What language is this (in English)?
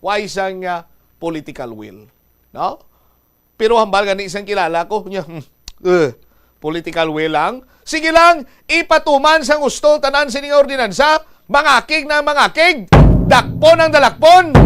Hiligaynon